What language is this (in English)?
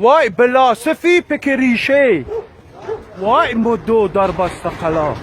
Tajik